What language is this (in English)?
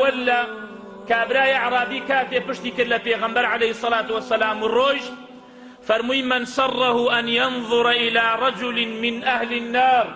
Central Kurdish